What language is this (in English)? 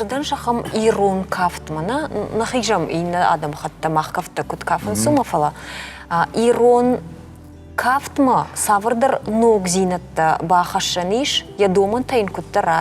Ossetic